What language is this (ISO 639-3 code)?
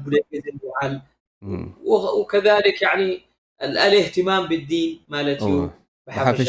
tir